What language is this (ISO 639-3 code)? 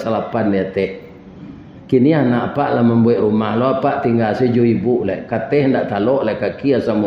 min